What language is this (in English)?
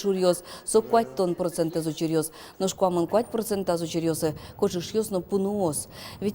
Udmurt